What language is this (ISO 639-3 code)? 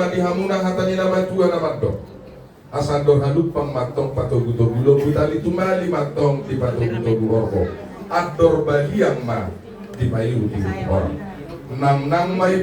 bbc